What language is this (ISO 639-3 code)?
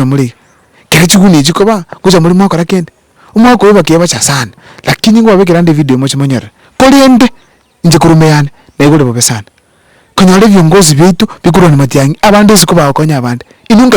guz